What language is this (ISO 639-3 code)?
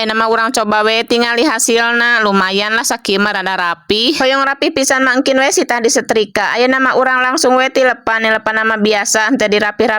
sun